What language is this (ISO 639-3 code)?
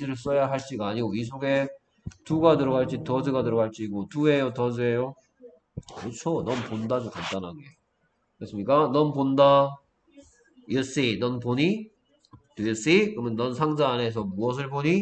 kor